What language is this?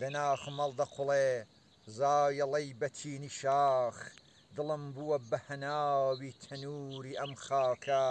Central Kurdish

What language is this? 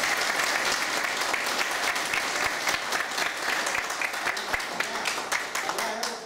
Croatian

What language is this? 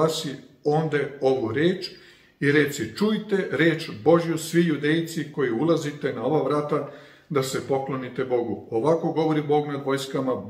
Serbian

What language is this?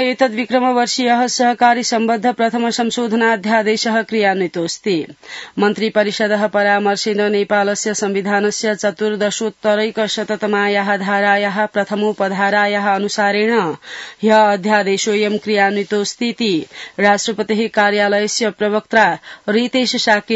Sanskrit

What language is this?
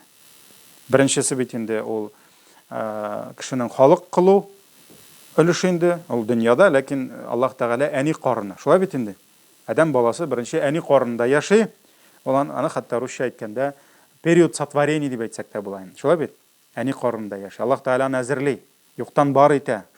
Tatar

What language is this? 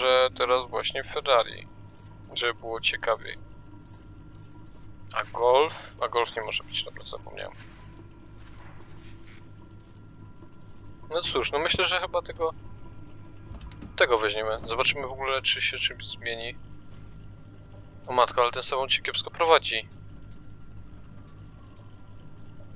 Polish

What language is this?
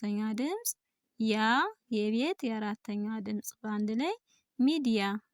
Amharic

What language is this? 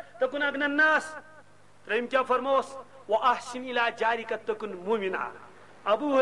Kashmiri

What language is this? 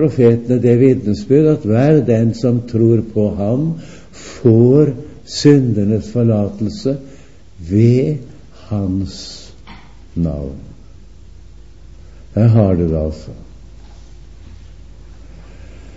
Norwegian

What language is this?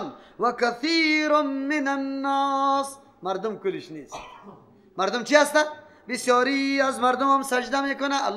Persian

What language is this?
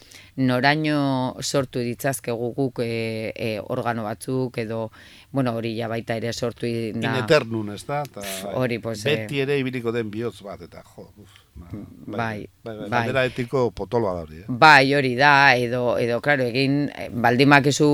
Basque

